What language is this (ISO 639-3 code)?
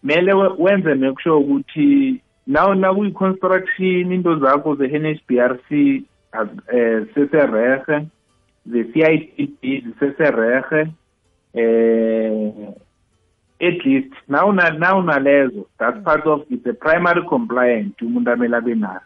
nbl